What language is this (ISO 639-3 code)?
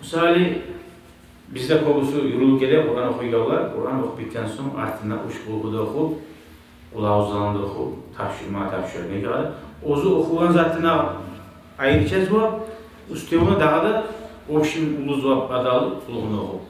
kum